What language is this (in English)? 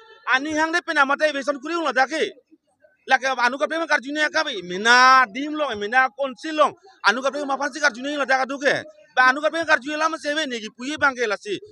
Karbi